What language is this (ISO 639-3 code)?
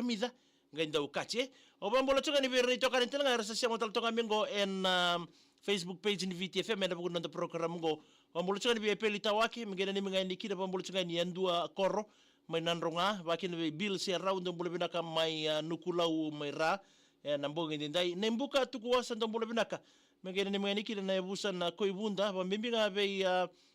fij